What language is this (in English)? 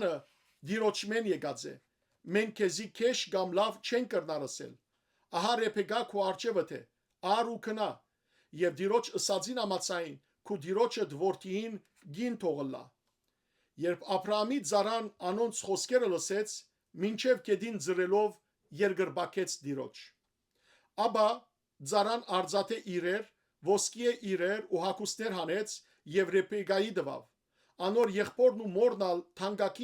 Western Armenian